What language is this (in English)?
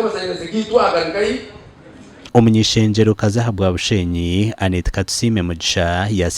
Nyankole